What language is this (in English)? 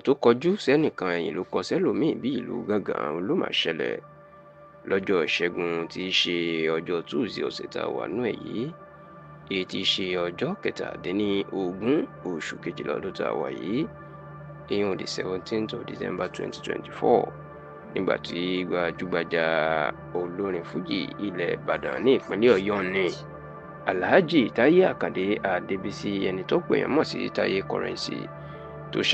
Yoruba